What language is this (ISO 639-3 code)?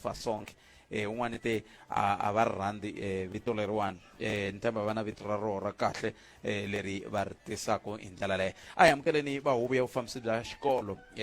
tso